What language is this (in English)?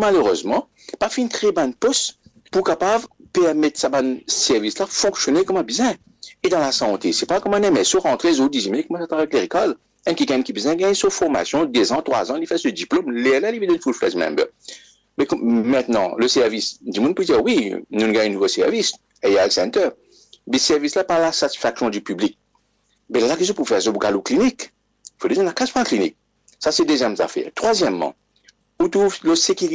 Morisyen